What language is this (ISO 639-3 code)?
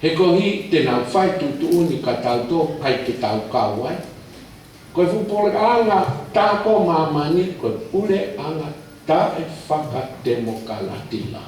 ton